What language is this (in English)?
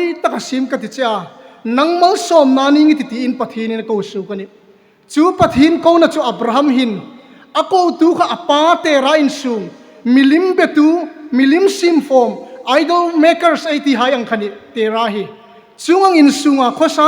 Hmar